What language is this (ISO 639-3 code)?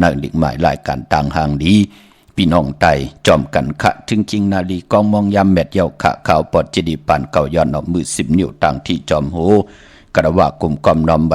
shn